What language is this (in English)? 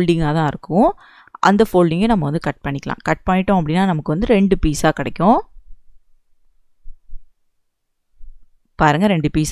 Tamil